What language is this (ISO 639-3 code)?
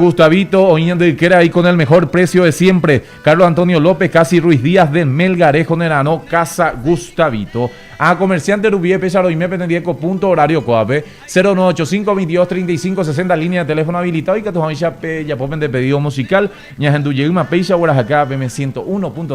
grn